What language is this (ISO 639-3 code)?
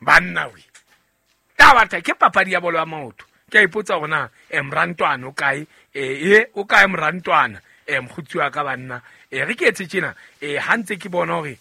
sot